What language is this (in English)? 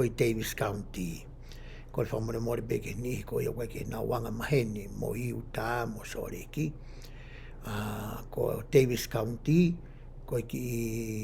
Tongan